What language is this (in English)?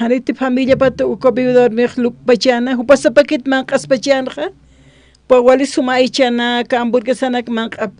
Aymara